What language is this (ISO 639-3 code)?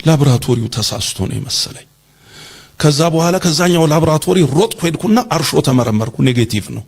amh